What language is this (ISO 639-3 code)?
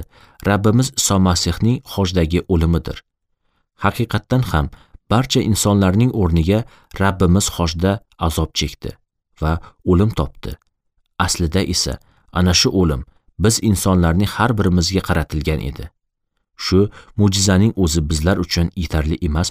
uzb